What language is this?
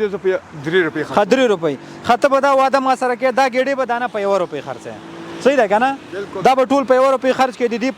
Pashto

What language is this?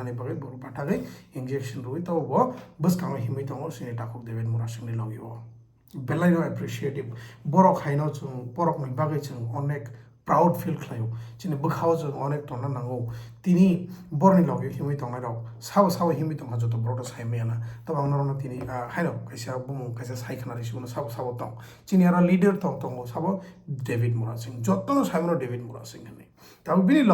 Kok Borok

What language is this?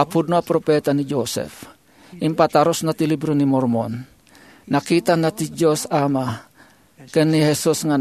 Iloko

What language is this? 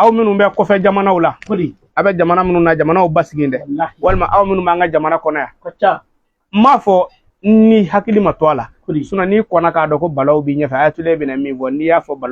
Bambara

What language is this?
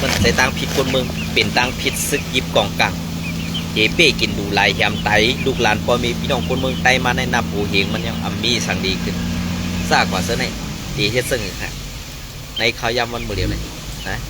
Shan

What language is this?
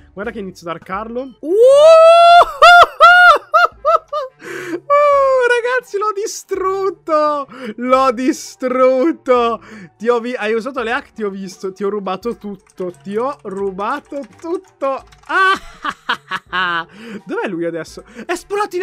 Italian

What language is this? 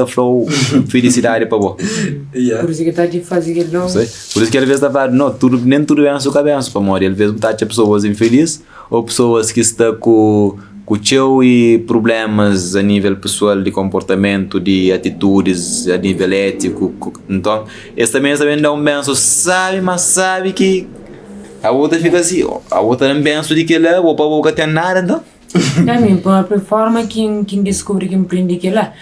Kabuverdianu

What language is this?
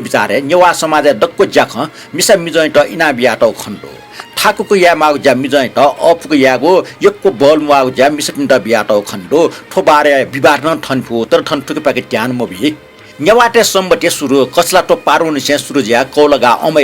Newari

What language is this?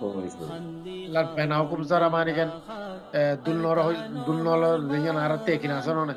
Rohingya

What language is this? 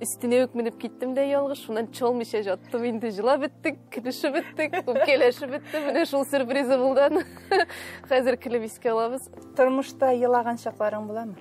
Tatar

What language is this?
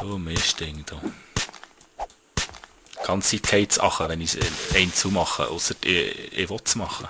Swiss German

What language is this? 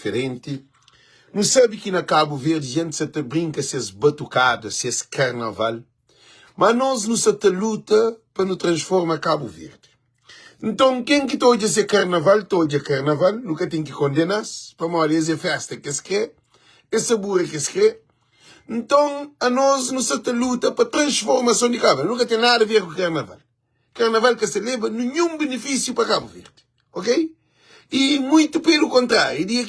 Kabuverdianu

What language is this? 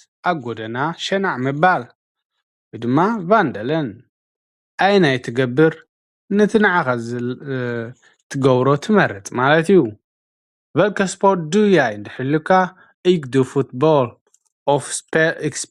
Tigrinya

